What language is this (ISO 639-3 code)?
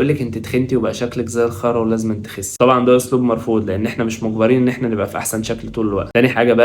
arz